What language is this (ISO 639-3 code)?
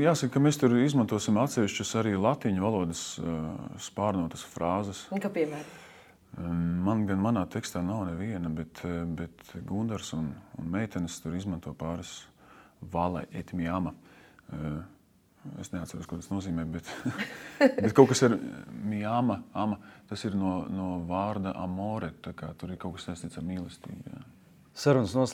lav